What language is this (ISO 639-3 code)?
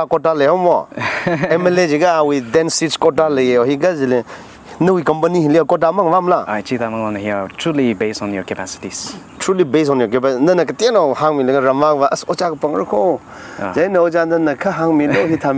nmf